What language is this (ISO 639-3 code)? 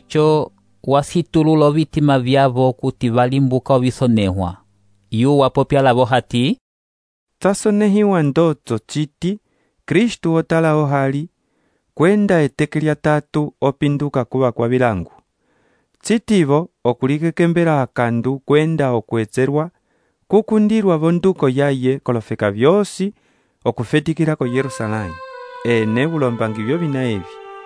umb